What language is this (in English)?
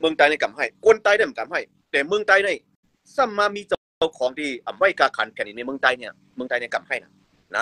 Shan